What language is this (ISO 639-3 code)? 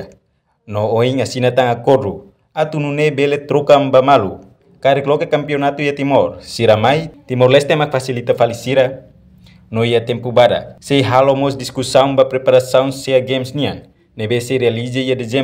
tet